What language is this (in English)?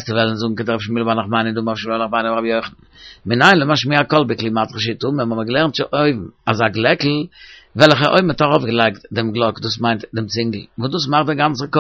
Yiddish